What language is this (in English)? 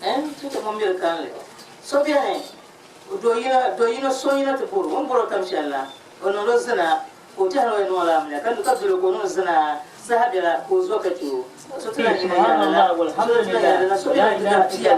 Dagbani